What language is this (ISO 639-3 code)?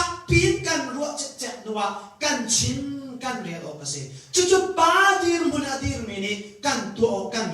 cnh